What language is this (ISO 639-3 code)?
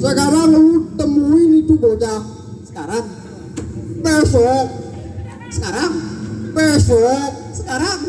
bew